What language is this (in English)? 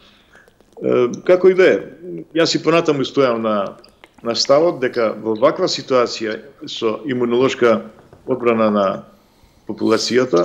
Macedonian